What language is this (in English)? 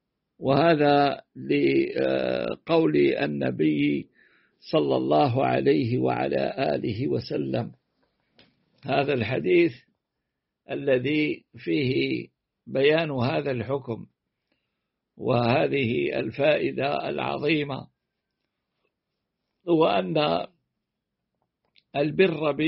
Arabic